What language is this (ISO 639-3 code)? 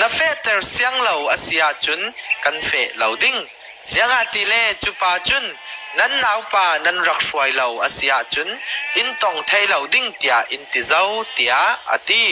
cfm